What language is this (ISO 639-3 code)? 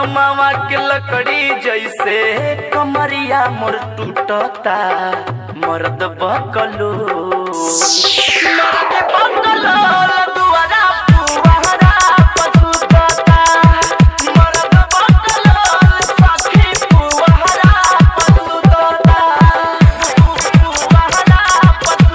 bho